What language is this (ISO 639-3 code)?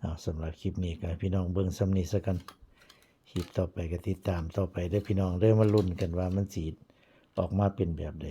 tts